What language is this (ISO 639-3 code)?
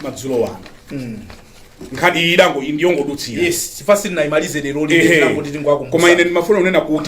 nya